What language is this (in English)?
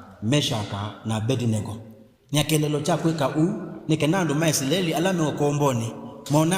Kamba